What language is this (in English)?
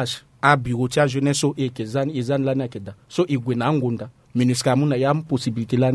Sango